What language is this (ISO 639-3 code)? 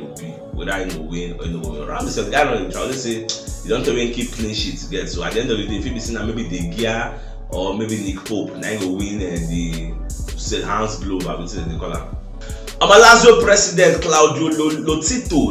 pcm